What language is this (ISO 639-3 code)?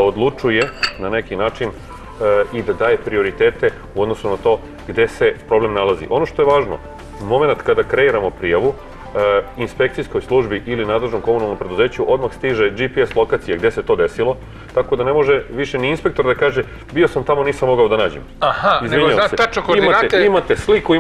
srp